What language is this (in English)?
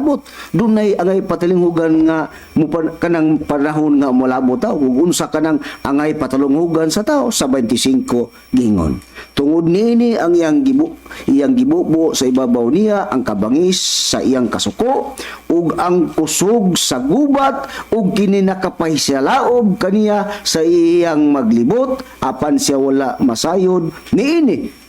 Cebuano